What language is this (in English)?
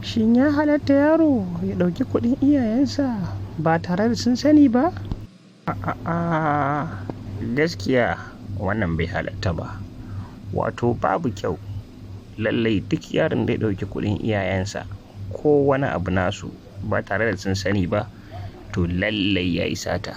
Hausa